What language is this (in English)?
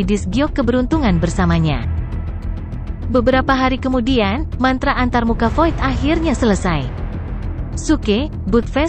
Indonesian